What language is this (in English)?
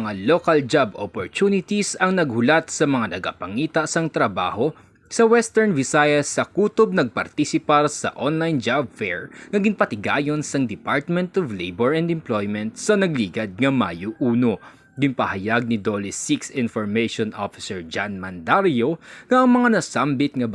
Hiligaynon